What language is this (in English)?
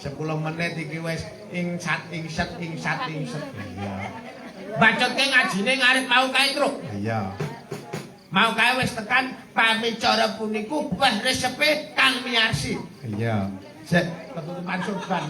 Javanese